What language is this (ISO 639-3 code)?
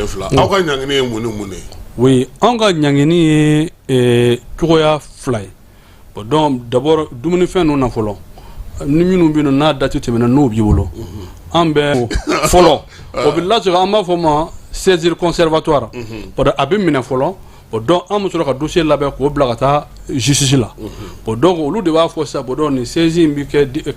bam